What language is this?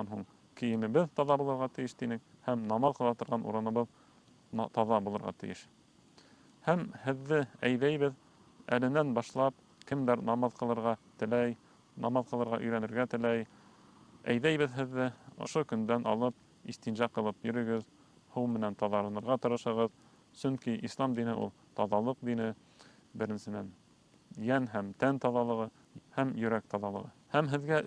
Bashkir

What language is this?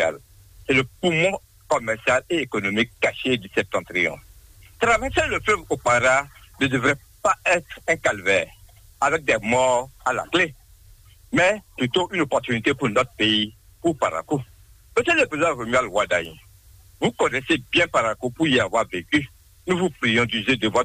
French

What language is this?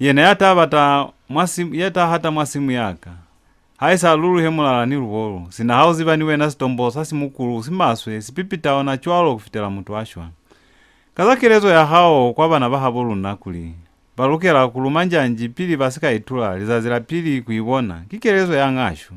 Lozi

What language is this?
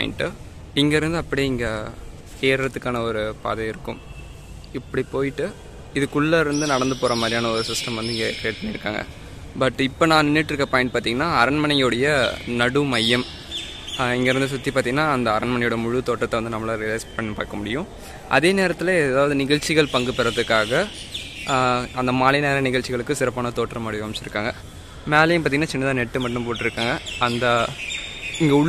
Tamil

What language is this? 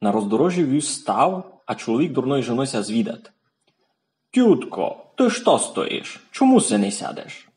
Rusyn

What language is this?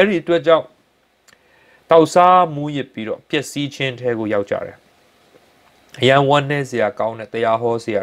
Burmese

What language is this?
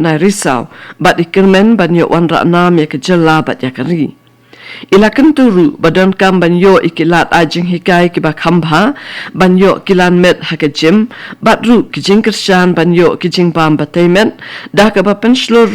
Khasi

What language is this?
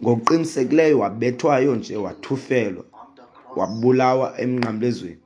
Xhosa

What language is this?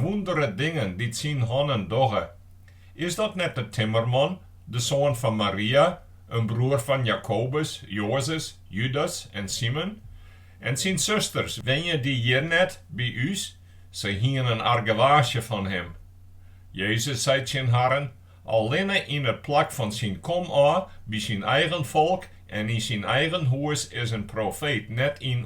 Western Frisian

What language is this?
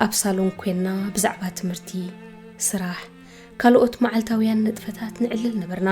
Tigrinya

